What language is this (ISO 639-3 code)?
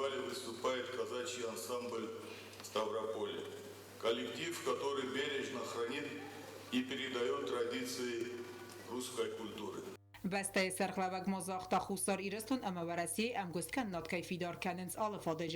oss